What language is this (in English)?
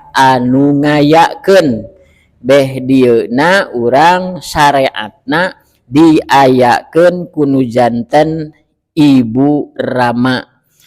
Sundanese